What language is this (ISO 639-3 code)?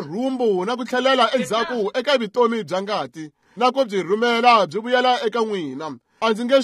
tso